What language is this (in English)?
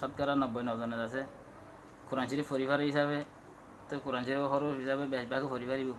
Rohingya